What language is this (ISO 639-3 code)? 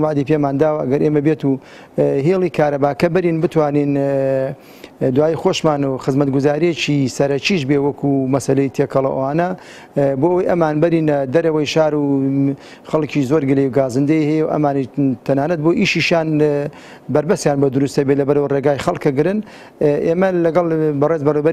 ckb